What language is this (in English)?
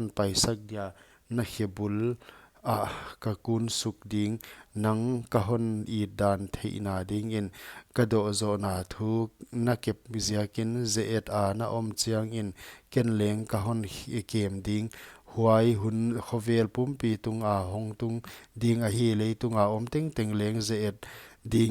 Paite Chin